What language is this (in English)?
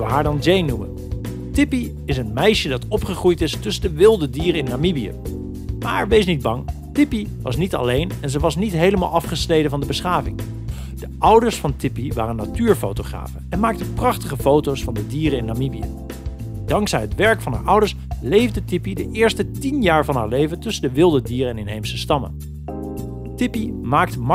Dutch